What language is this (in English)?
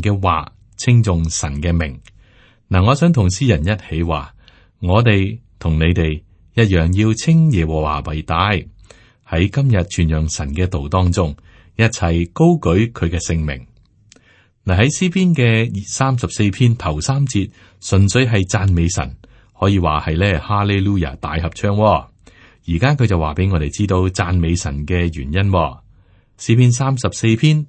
Cantonese